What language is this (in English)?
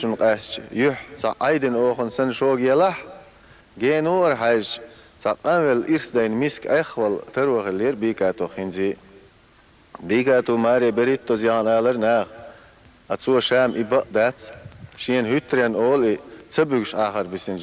Chechen